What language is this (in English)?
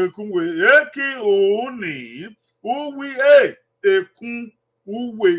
Bini